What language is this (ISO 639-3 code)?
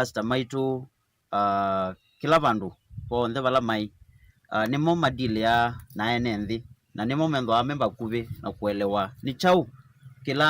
kam